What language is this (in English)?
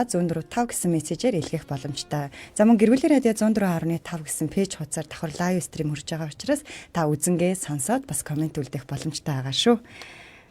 Mongolian